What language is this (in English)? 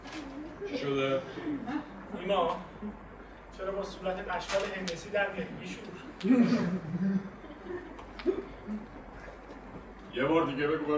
Persian